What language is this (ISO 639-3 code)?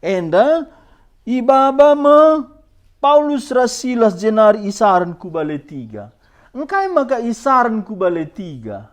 btx